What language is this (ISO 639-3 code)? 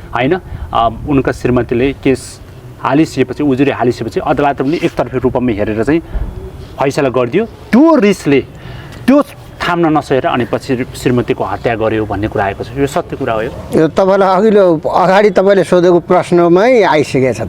nep